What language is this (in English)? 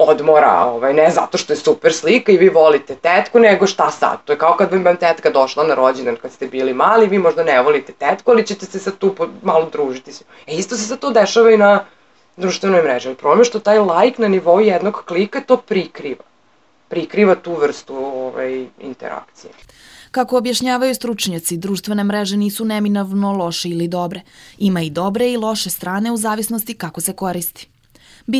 Serbian